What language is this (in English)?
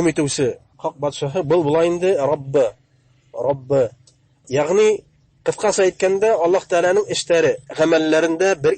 Bashkir